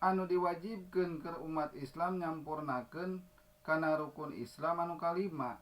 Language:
Sundanese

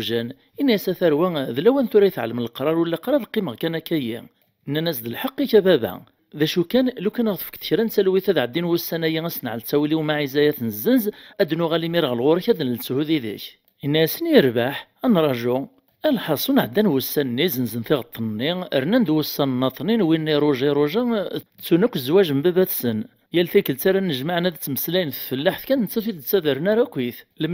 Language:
Kabyle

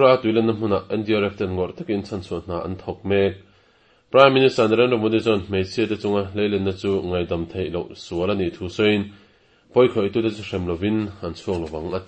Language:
Mizo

